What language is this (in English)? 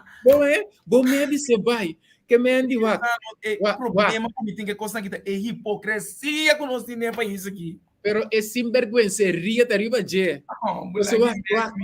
Papiamento